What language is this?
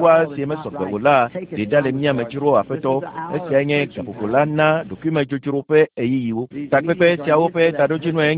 Ewe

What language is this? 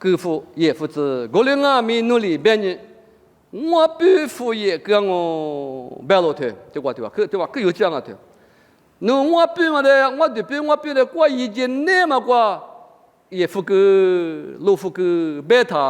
Lisu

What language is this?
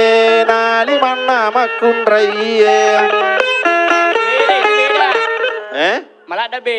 Buginese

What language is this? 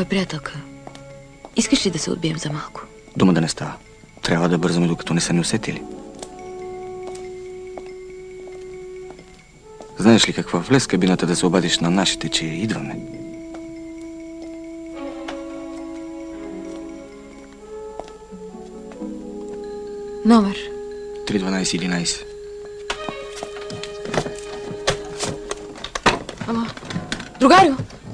Bulgarian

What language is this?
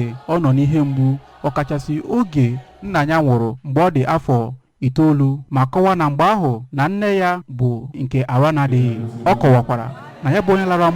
Igbo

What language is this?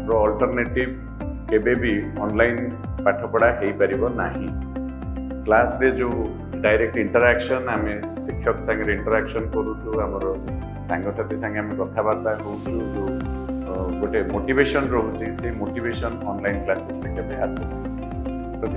Odia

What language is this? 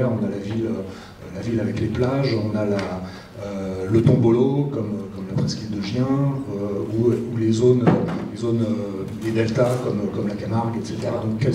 French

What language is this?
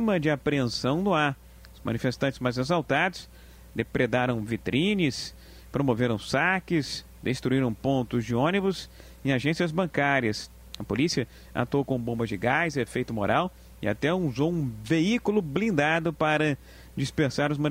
Portuguese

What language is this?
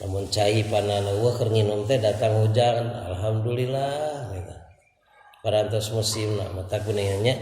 Sundanese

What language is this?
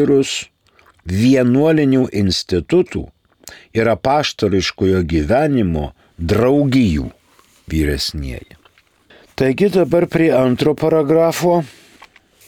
Lithuanian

